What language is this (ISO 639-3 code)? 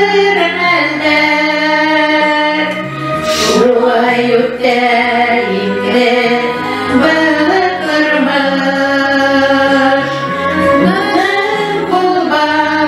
bak